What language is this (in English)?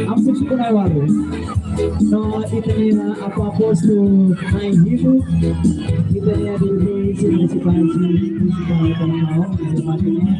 Tetum